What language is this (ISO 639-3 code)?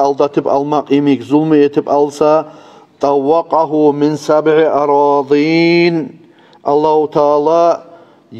kum